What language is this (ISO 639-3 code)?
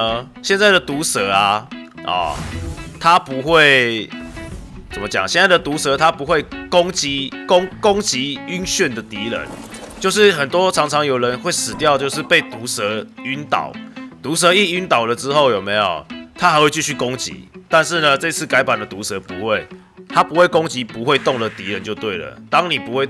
zho